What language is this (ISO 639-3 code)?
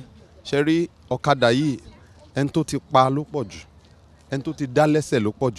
yor